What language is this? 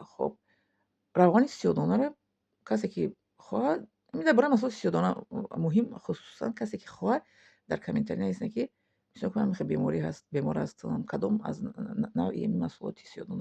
Tajik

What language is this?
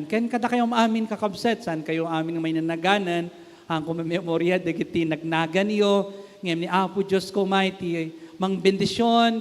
Iloko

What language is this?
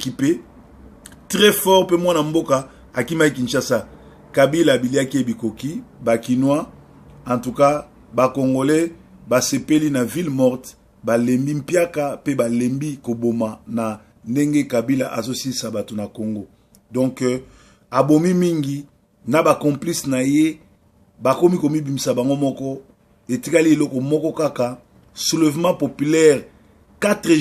Lingala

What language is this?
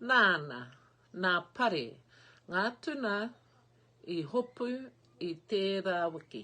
Māori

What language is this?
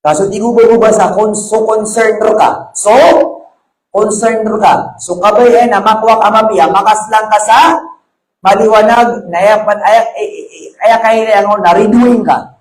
Maranao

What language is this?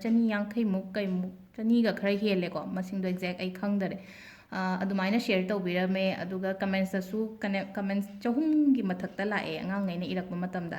Manipuri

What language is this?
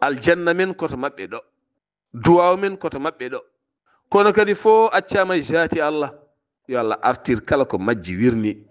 Fula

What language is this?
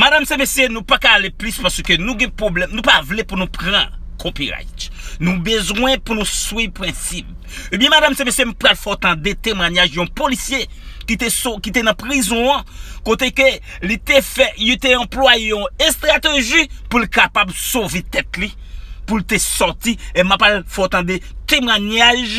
Haitian Creole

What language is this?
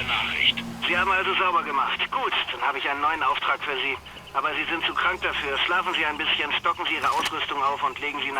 Bavarian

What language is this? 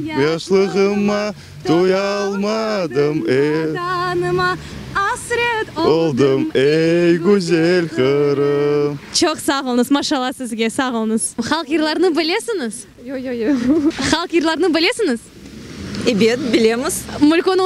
Crimean Tatar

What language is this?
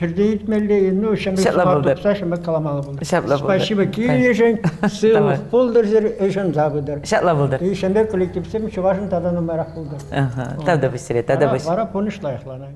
Chuvash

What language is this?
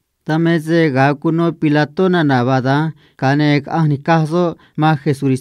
Copala Triqui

